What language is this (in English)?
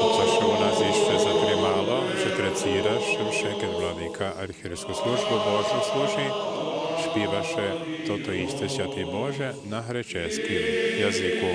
Rusyn